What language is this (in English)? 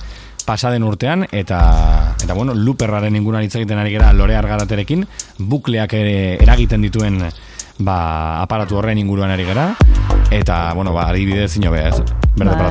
Basque